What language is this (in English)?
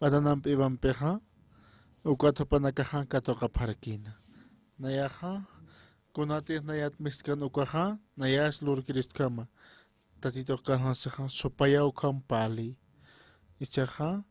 Aymara